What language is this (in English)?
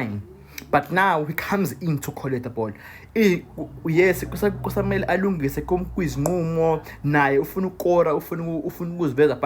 Zulu